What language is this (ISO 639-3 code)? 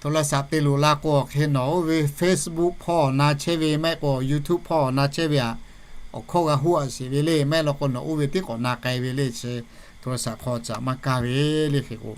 lhu